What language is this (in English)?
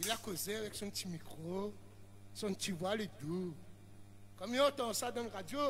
Réunion Creole French